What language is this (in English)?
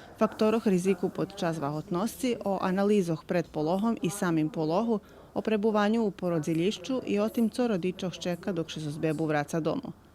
Rusyn